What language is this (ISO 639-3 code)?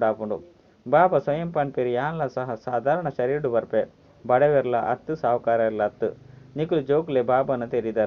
tcy